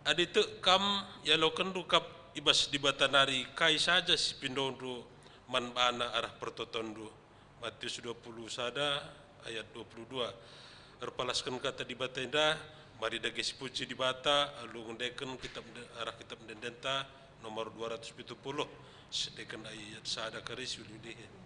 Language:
Batak Karo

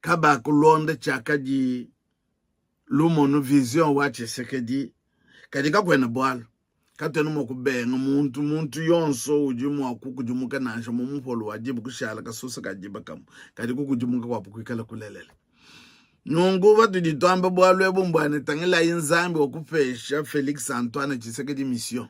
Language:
Luba-Lulua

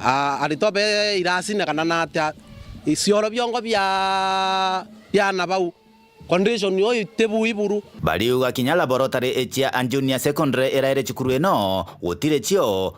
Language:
Meru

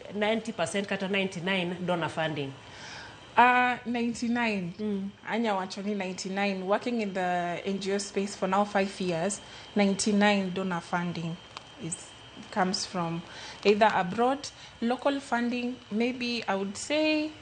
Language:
Luo (Kenya and Tanzania)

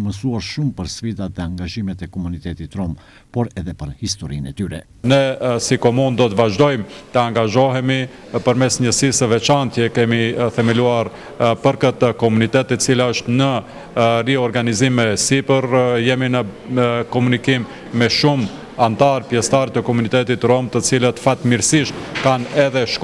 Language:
Albanian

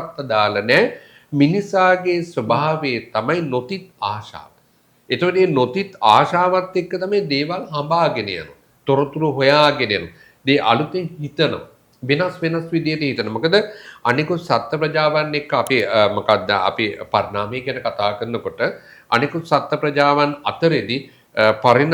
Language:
Sinhala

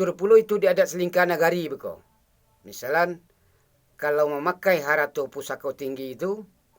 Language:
Minangkabau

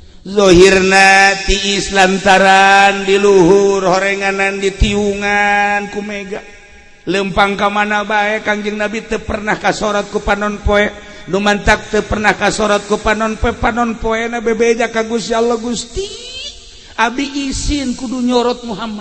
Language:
Sundanese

